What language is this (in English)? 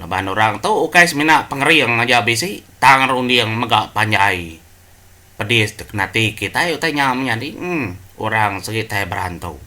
Iban